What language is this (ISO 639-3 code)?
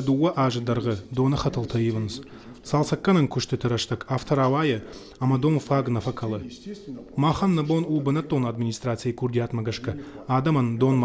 oss